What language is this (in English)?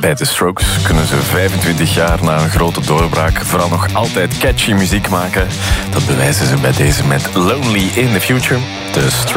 Dutch